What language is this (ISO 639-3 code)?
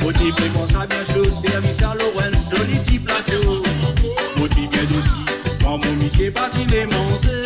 mfe